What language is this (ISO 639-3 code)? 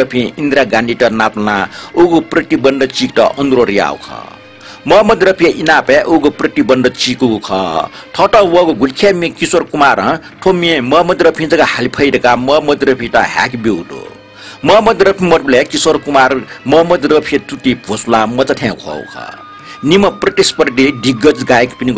new